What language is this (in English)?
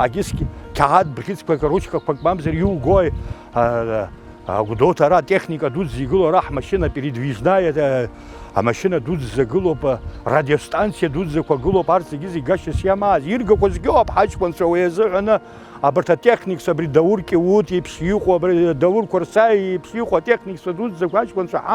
Abkhazian